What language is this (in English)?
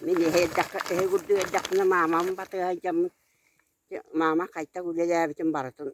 Yakut